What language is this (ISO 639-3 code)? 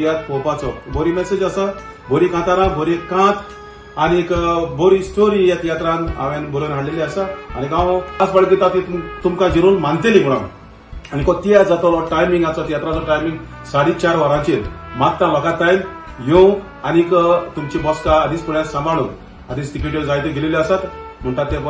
kok